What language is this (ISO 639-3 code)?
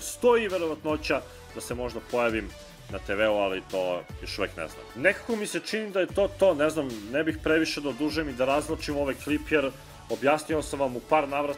srp